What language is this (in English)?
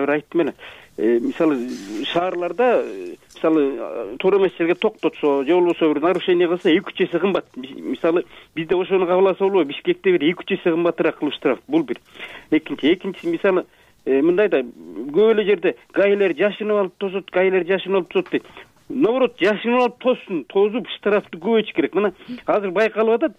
Kyrgyz